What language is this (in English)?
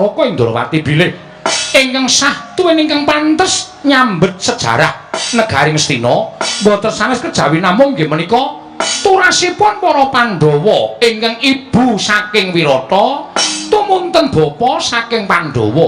Javanese